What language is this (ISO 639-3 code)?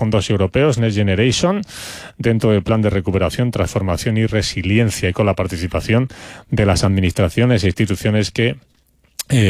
spa